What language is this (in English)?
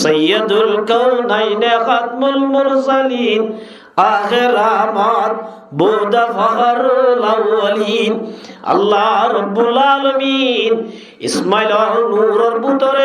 Rohingya